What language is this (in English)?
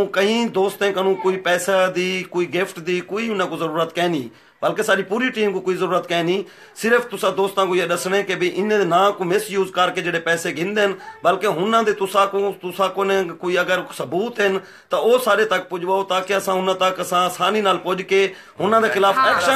Saraiki